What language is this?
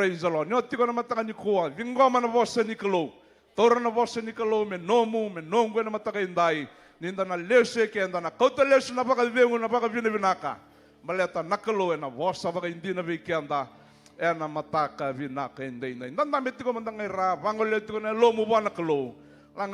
Fijian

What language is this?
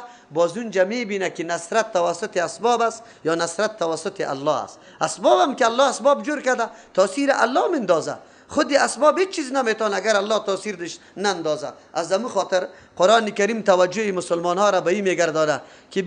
Persian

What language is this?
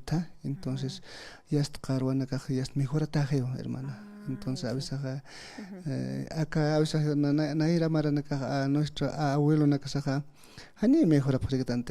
Aymara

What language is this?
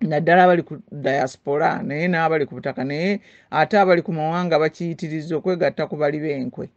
Ganda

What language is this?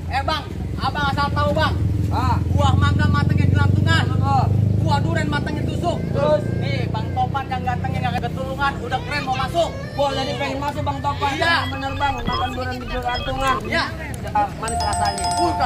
Betawi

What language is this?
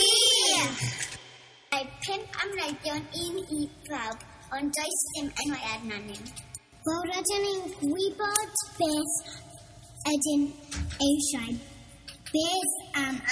Welsh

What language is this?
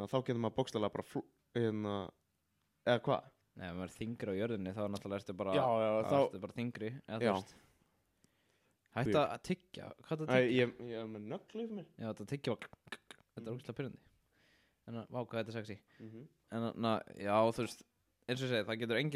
Icelandic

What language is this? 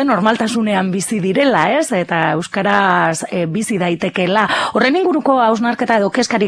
Basque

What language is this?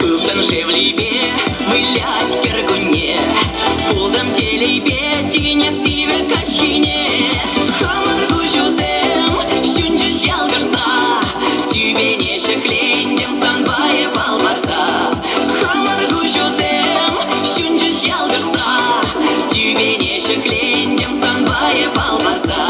Chuvash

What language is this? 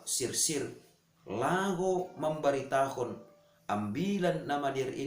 Batak Simalungun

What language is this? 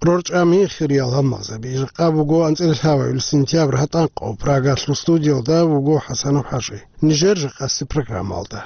Avaric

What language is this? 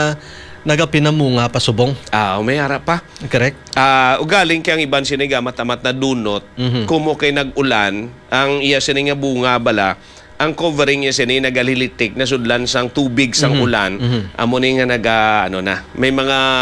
Hiligaynon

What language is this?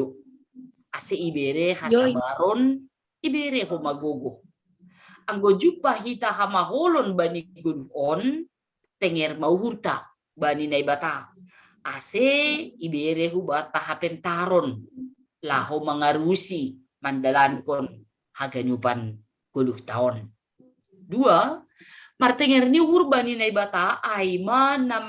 Batak Simalungun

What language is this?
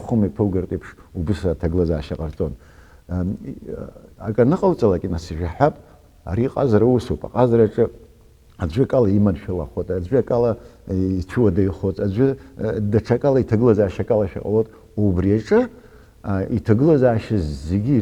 Abkhazian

